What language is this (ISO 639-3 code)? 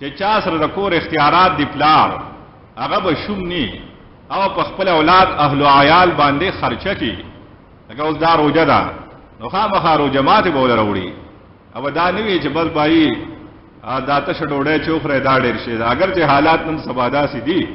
pus